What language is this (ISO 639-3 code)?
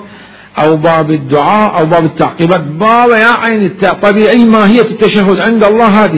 acm